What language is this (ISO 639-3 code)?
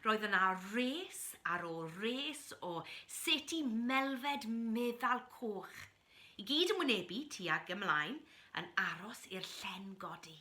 cym